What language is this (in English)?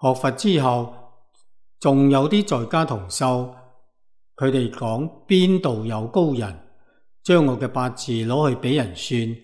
Cantonese